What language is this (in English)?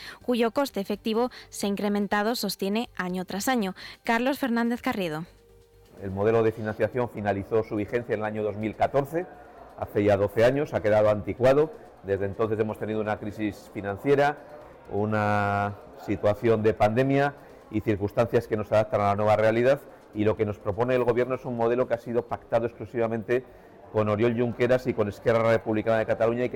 Spanish